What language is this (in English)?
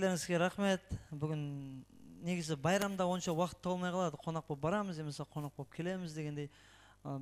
Kara-Kalpak